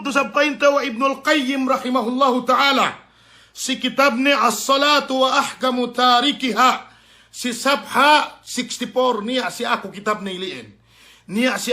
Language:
Yakan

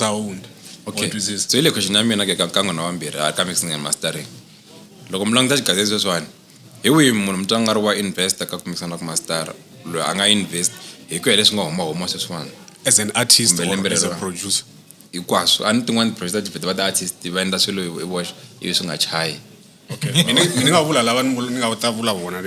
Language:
Tsonga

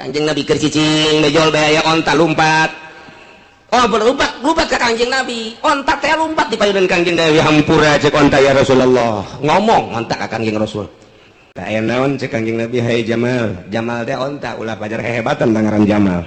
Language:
Sundanese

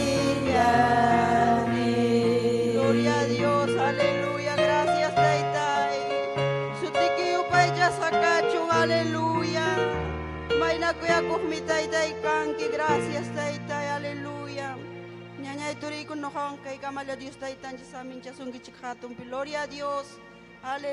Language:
Ayacucho Quechua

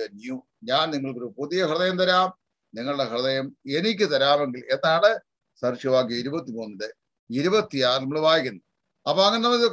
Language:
Malayalam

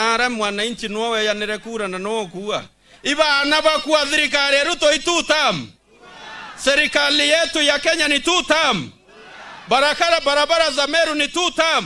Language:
Meru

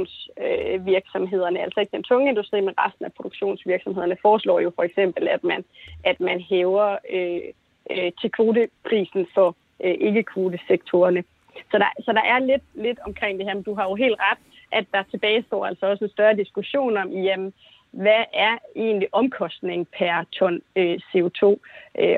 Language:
Danish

